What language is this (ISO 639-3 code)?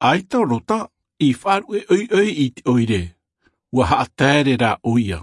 tah